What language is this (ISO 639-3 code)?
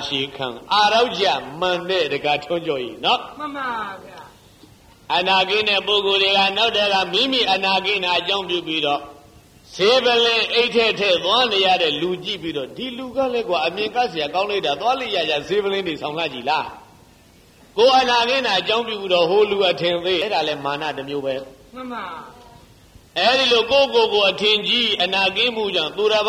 mya